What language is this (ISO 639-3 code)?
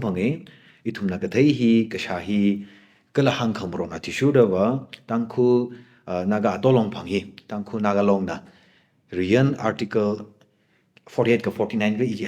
nmf